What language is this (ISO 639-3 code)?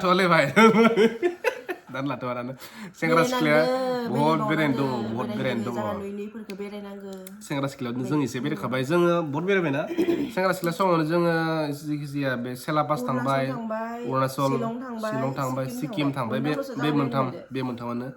brx